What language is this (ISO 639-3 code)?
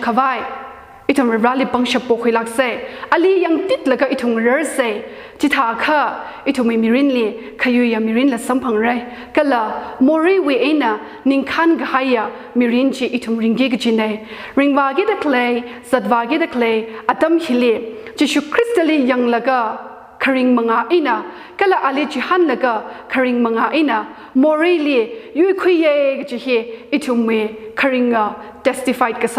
nmf